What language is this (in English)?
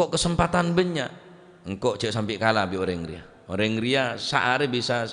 Madurese